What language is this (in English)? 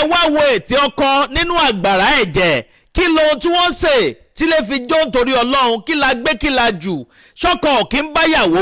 Yoruba